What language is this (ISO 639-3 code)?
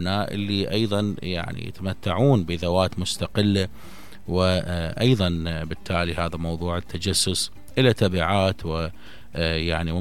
acm